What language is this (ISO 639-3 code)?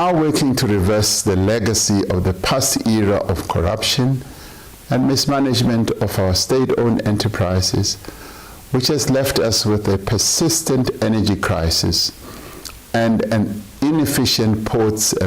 ven